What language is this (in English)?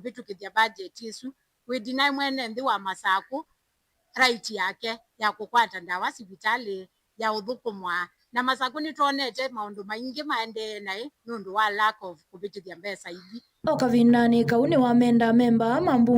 Kamba